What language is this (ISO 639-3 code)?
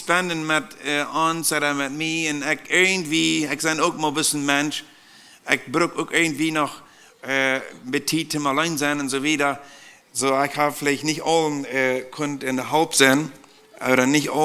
pdt